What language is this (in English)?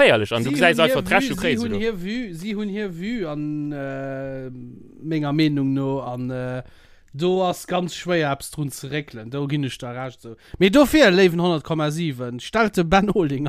Luxembourgish